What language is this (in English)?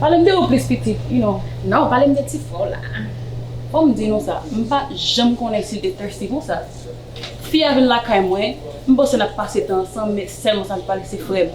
Haitian Creole